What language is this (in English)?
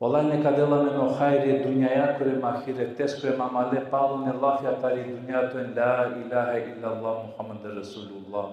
Balkan Romani